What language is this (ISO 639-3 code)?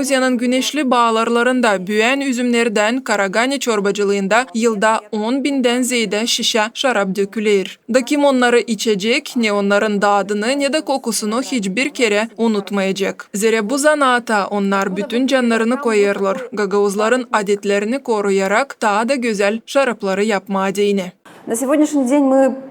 gag